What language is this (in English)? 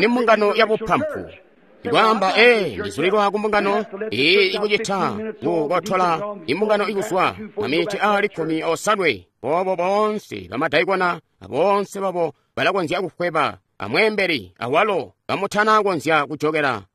Tonga (Zambia)